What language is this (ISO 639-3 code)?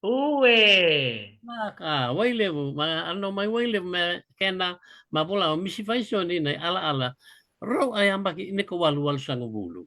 fij